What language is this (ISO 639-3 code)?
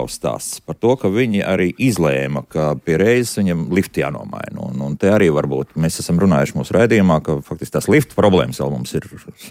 lav